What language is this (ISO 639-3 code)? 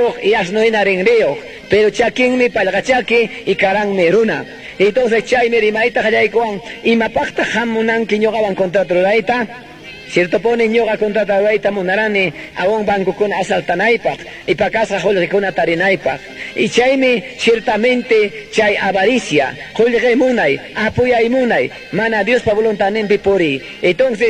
quy